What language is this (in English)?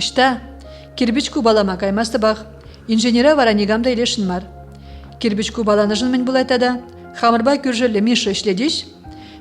Chuvash